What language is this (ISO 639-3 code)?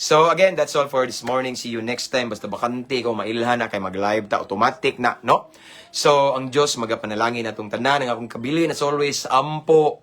ceb